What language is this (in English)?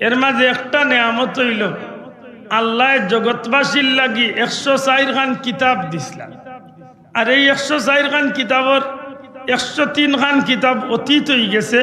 Sylheti